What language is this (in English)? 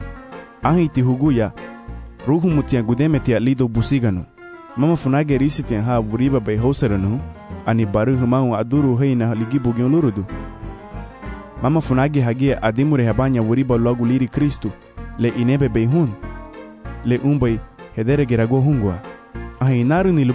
Garifuna